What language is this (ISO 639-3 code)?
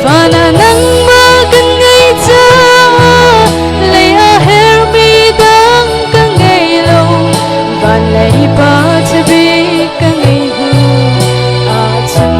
cnh